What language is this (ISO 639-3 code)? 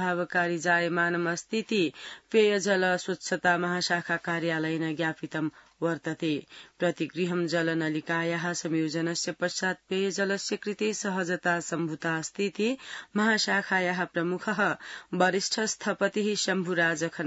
san